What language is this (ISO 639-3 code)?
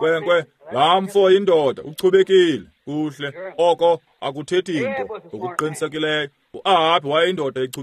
xho